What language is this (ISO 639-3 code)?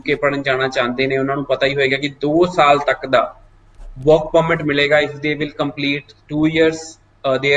pan